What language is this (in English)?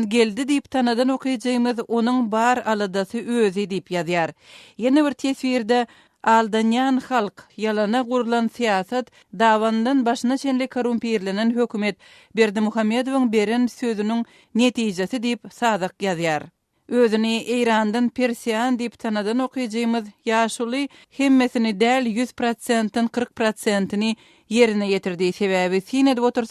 Turkmen